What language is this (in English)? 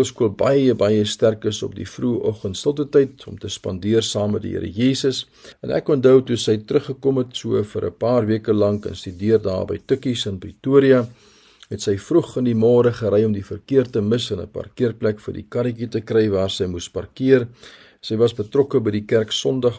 Afrikaans